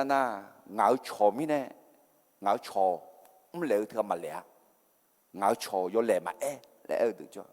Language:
Akha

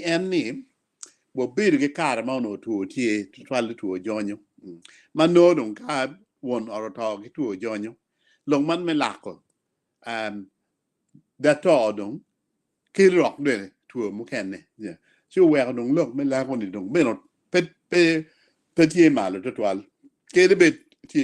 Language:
Acoli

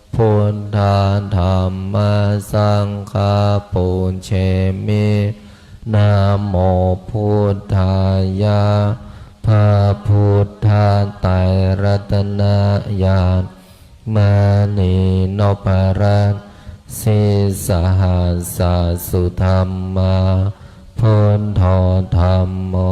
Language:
Pali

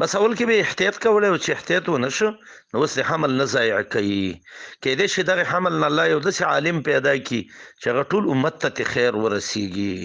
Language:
Pashto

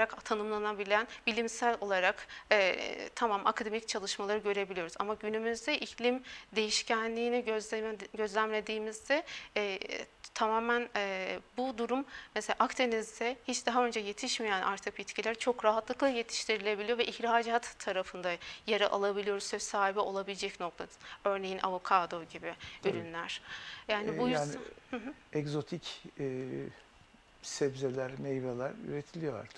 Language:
Turkish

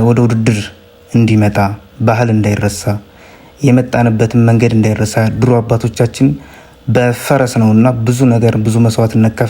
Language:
Amharic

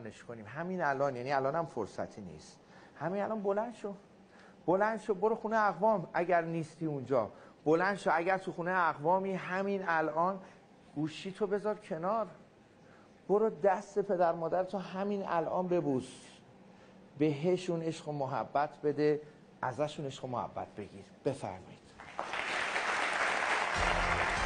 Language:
Persian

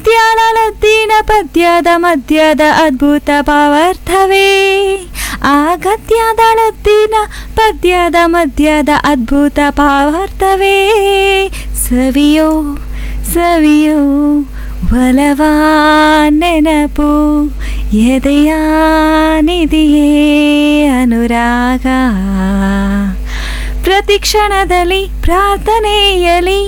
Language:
Kannada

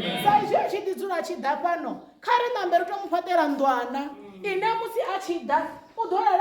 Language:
Venda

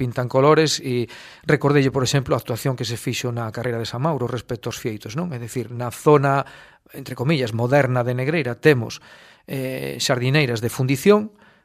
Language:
Galician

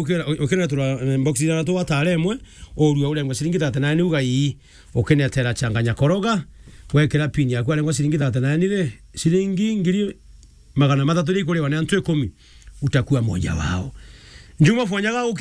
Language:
Meru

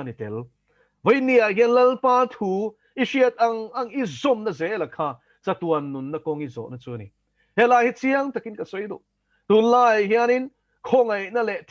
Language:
Mizo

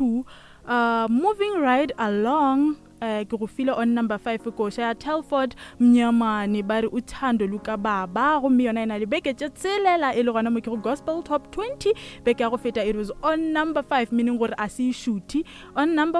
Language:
Northern Sotho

